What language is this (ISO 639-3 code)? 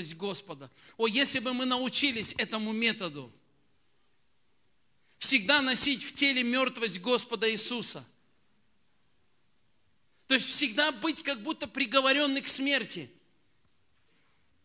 rus